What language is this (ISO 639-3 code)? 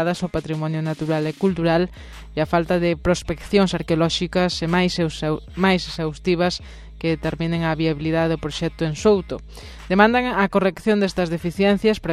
glg